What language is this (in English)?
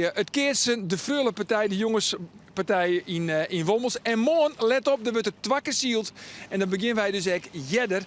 Western Frisian